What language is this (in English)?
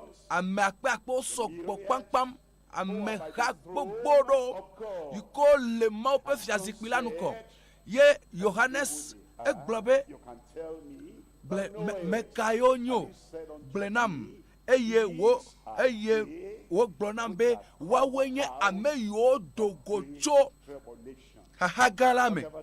Ewe